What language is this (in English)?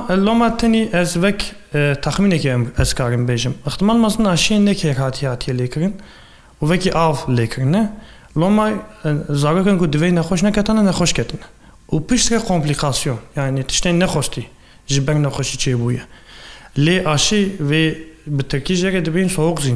Kurdish